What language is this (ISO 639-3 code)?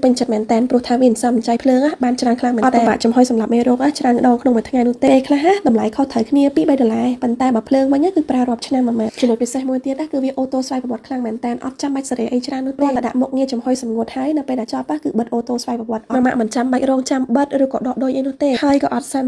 khm